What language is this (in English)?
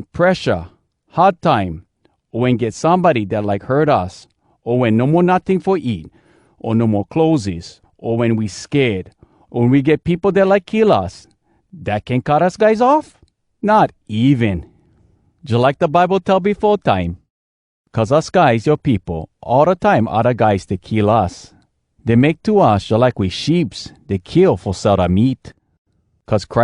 Hawai'i Creole English